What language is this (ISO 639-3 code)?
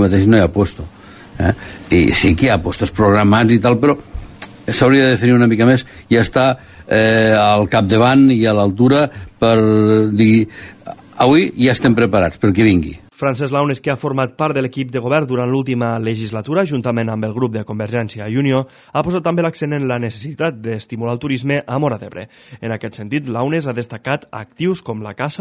cat